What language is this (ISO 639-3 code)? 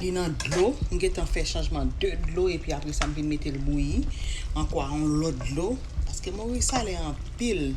hat